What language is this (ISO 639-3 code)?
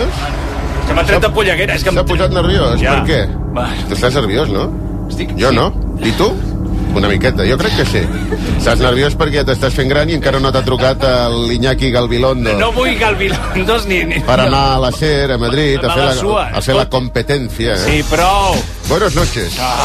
cat